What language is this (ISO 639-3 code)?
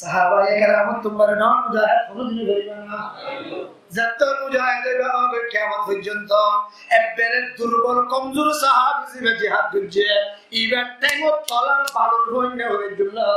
rhg